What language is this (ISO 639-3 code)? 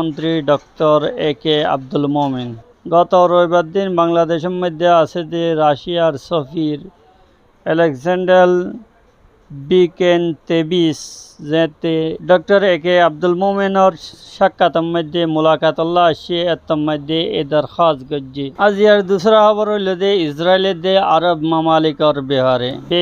rhg